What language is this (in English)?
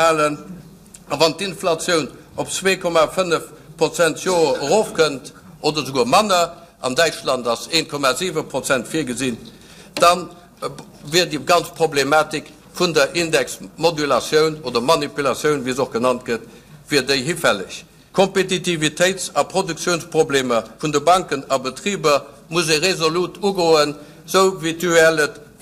Luxembourgish